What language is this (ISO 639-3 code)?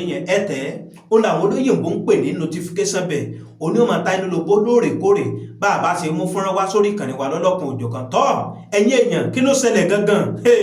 yor